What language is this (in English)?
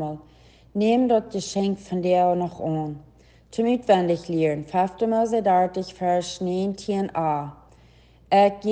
Plautdietsch